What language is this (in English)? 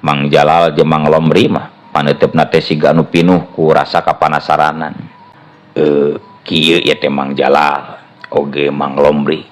Sundanese